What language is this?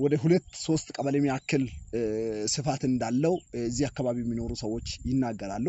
Amharic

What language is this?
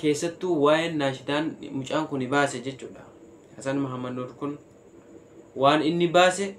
Oromo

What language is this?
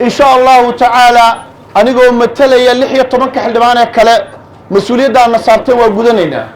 Somali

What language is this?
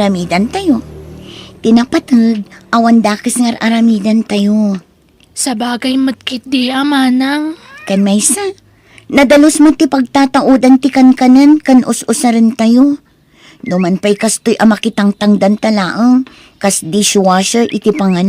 Iloko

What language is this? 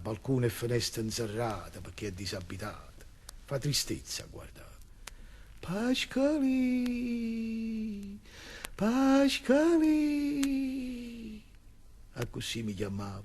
Neapolitan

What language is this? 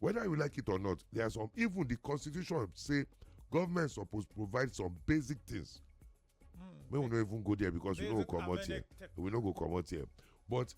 Nigerian Pidgin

